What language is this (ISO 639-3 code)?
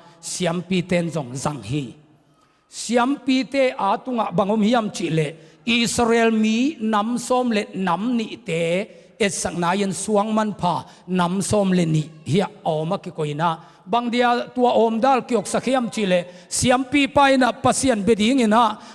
ctd